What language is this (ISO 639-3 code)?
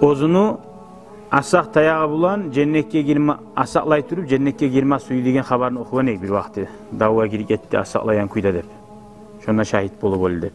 kum